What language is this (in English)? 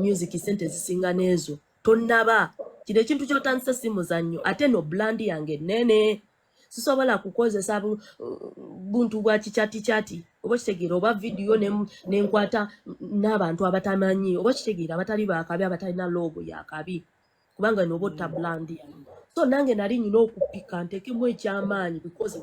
Ganda